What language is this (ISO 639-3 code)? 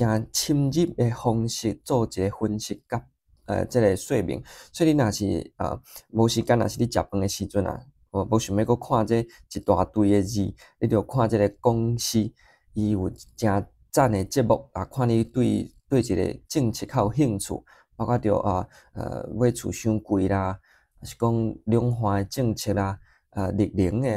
nan